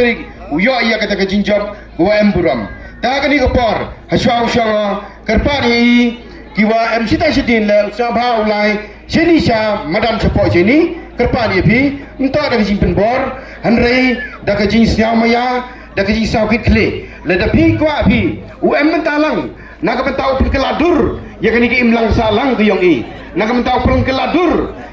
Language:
Pnar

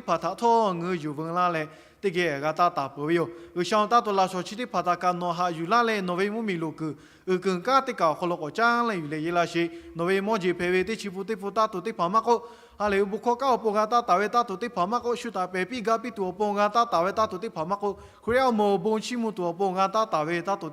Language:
Lahu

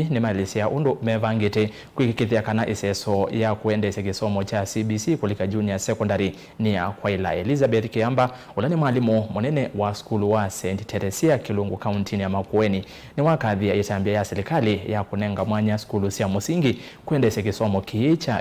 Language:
Kamba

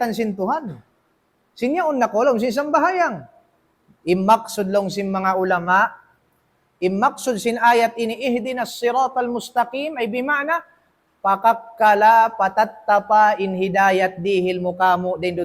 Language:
Tausug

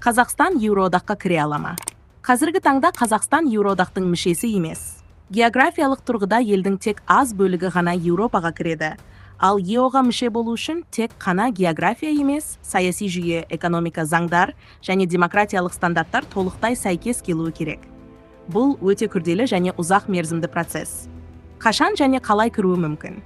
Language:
Kazakh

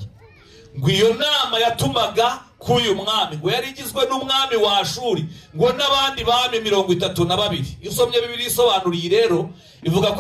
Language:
Kinyarwanda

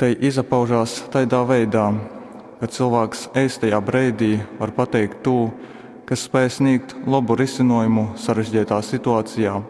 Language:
Latgalian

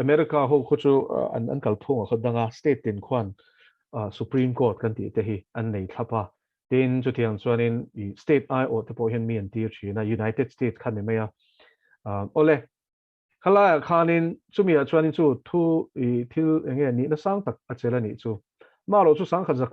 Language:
Mizo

